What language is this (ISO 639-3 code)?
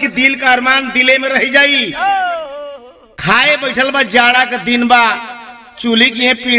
bho